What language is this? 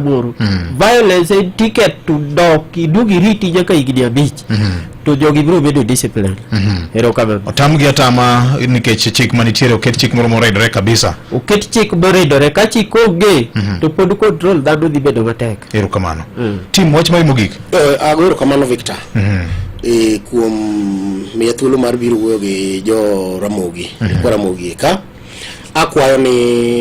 Luo (Kenya and Tanzania)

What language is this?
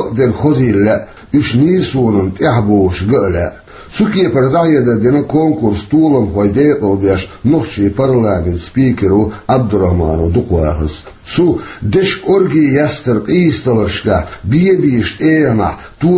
Chechen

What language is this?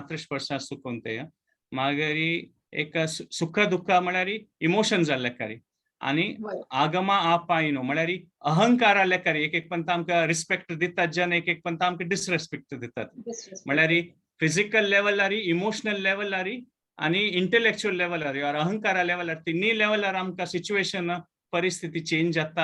Konkani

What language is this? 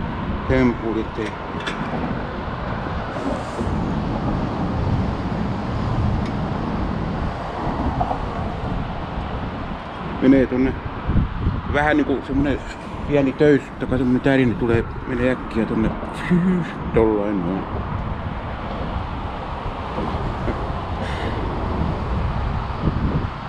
Finnish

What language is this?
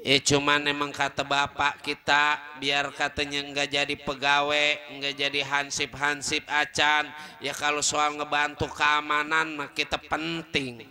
Betawi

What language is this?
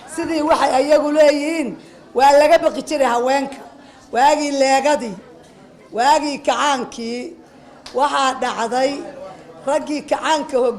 Somali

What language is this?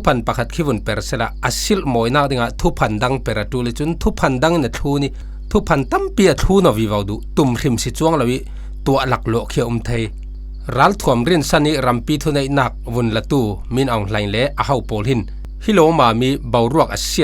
Falam Chin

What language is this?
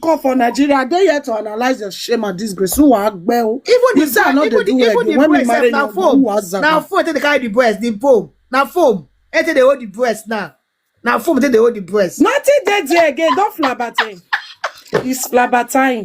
Nigerian Pidgin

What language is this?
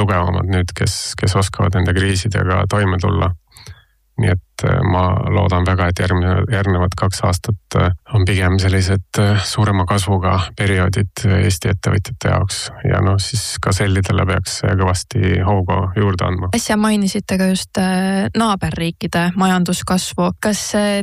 Estonian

